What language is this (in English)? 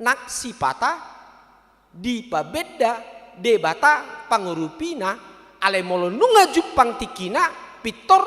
Batak Toba